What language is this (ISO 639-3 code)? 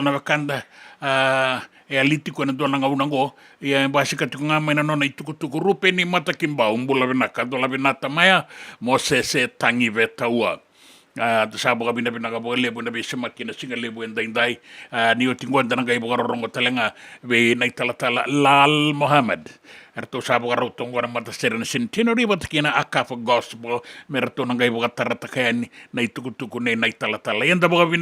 fij